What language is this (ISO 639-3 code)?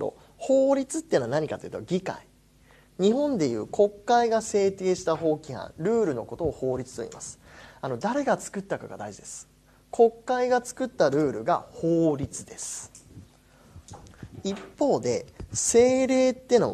jpn